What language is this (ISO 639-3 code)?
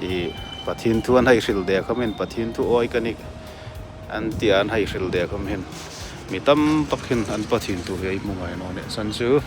hmr